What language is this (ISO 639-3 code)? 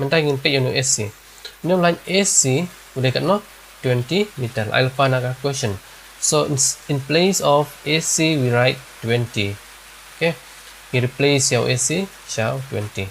kha